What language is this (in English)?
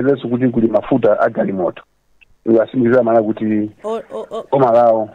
Nyanja